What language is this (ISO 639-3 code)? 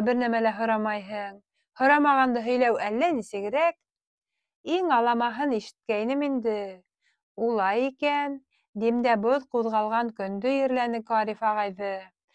bak